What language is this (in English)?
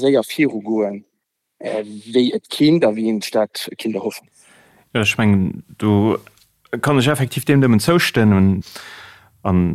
Luxembourgish